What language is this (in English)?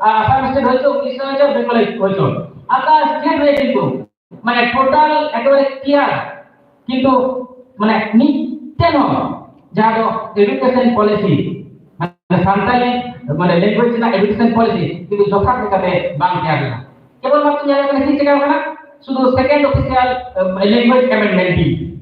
Santali